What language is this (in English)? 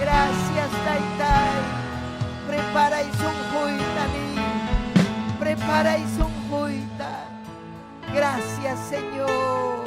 Ayacucho Quechua